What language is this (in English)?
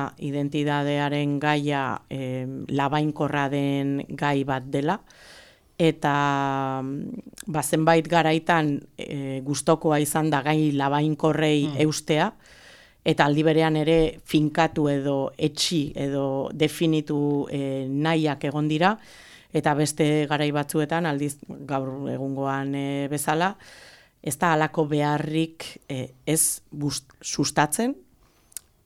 Basque